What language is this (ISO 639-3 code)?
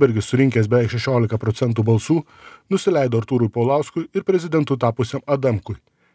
lit